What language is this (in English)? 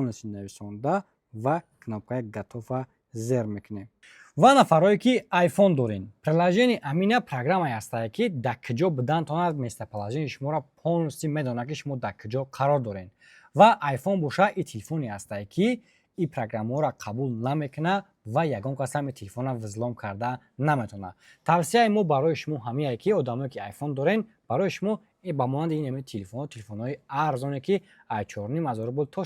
Tajik